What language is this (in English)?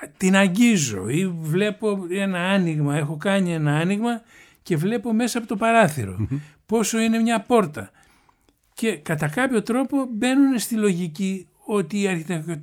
Greek